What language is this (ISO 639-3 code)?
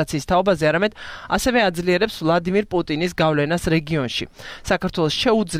kat